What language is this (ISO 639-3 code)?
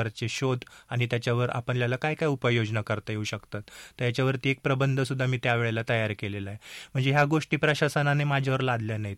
mar